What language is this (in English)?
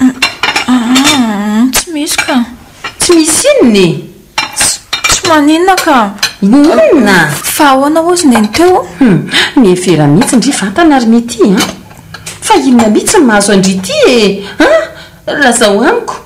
Malagasy